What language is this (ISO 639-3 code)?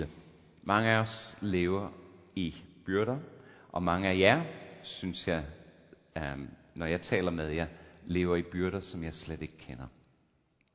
dan